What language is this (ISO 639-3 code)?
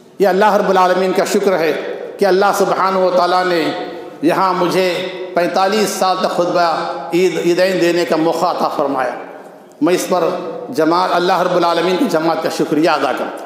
urd